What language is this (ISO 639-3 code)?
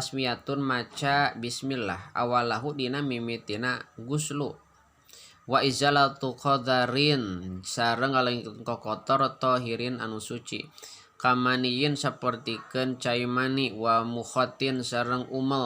sun